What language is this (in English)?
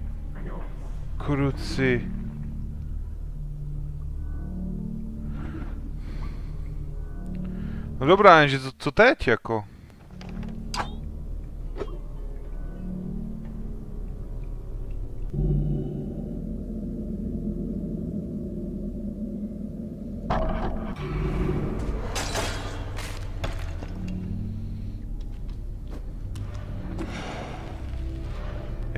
Czech